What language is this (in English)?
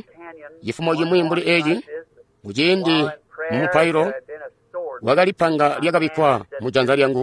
Tonga (Zambia)